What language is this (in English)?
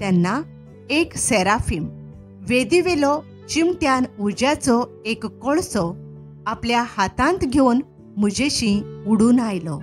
Konkani